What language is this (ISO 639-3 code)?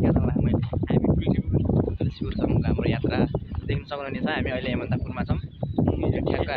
nep